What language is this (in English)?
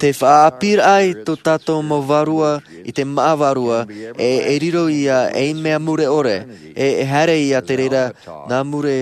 Tahitian